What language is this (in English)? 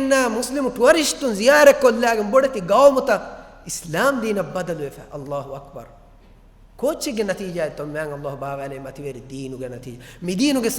Divehi